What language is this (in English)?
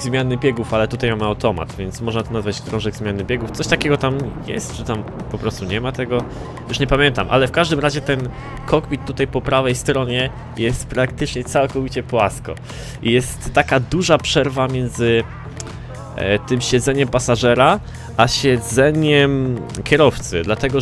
Polish